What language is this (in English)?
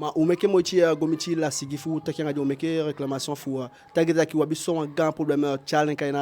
Eastern Maroon Creole